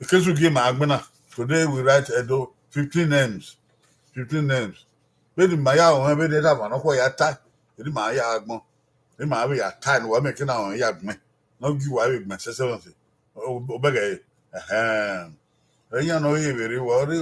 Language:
Bini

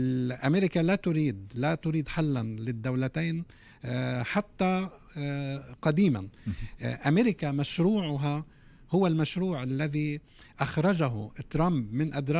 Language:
Tunisian Arabic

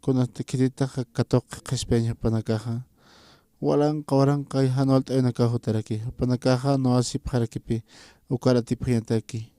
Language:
Aymara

